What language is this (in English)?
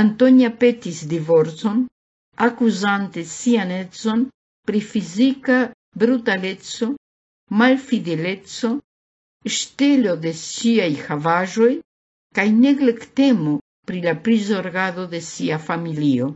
Esperanto